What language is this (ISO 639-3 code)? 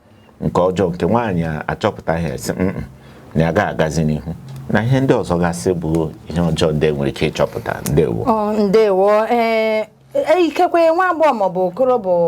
ibo